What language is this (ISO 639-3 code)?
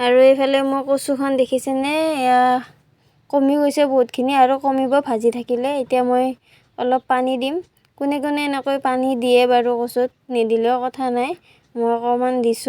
asm